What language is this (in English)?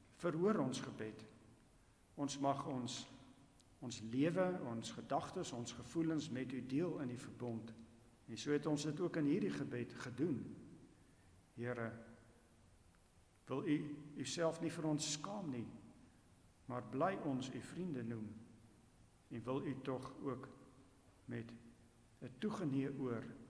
Afrikaans